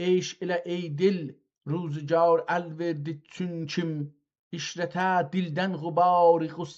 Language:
South Azerbaijani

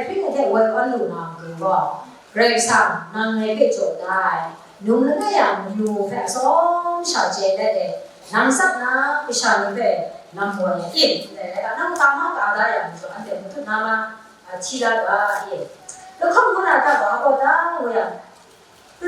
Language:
Kachin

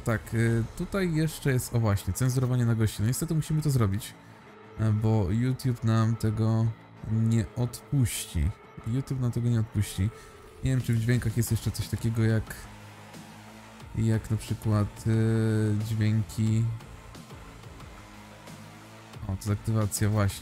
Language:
Polish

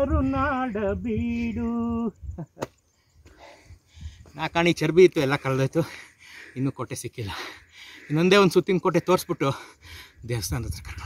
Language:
Kannada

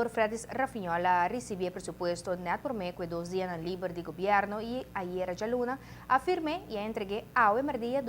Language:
Papiamento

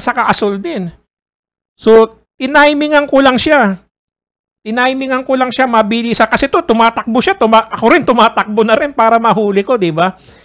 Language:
Filipino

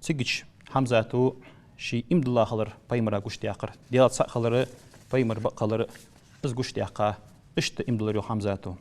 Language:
Ingush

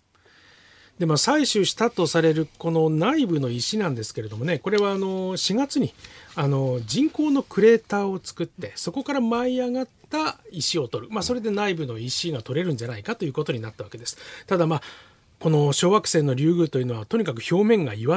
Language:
Japanese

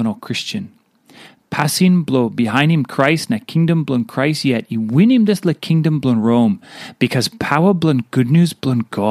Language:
Tok Pisin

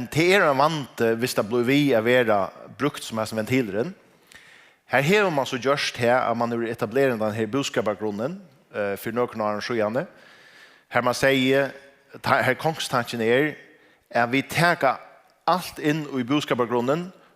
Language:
Faroese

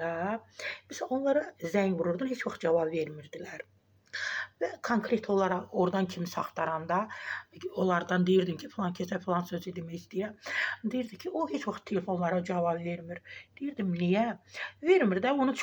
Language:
Azerbaijani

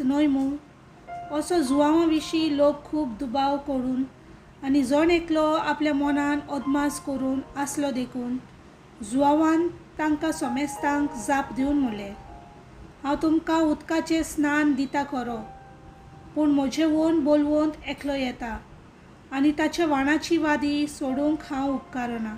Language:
Konkani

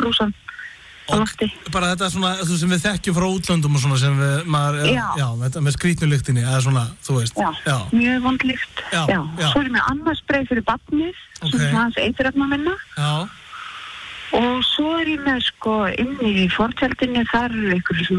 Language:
Icelandic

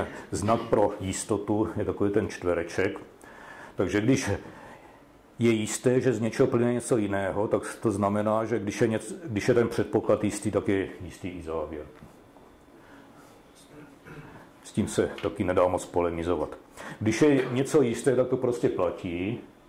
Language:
Czech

